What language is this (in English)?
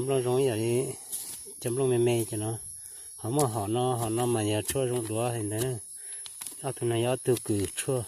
Hmong